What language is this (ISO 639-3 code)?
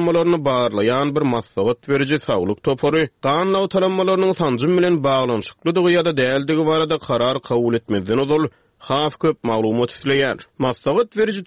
tuk